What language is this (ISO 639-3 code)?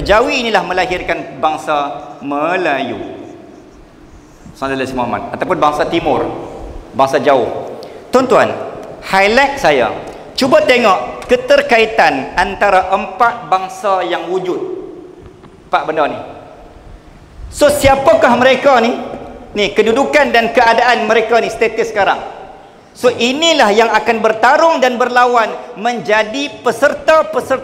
msa